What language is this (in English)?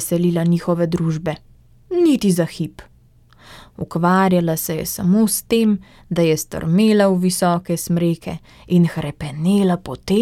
Slovenian